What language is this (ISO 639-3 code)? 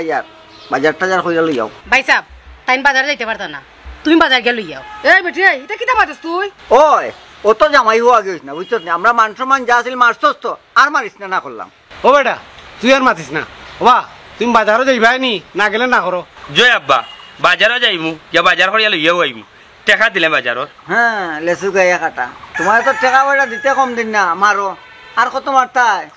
syl